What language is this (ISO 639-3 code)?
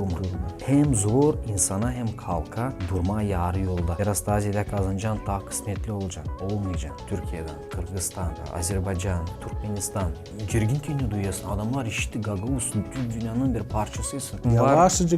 gag